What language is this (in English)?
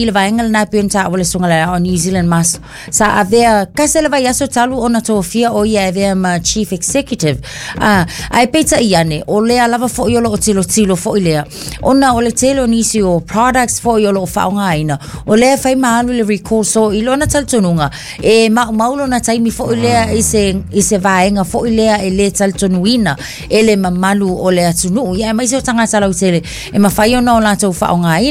Samoan